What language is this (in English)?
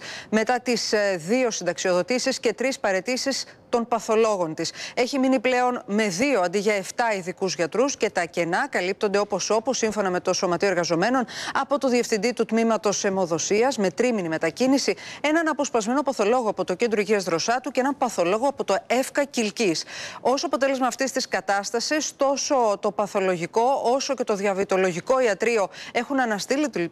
Greek